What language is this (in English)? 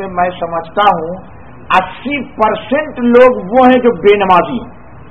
Urdu